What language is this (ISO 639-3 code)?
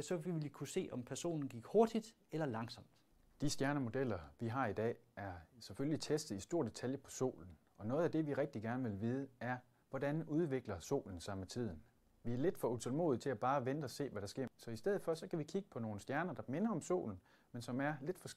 dan